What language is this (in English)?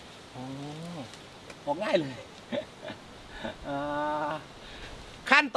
Thai